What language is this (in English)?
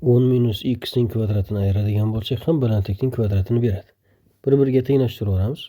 Uzbek